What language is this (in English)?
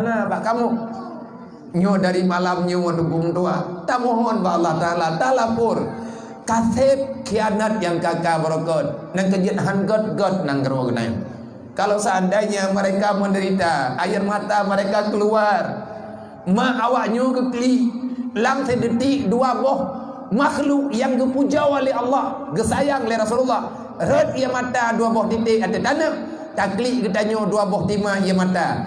Achinese